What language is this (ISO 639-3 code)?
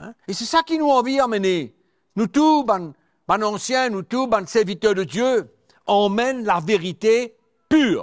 mfe